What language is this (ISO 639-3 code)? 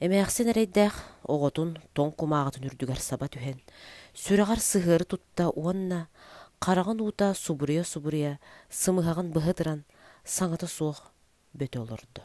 sah